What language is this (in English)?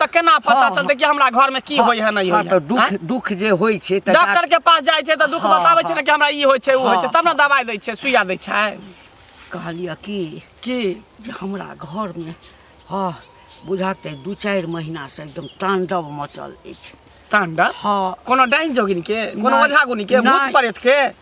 Maithili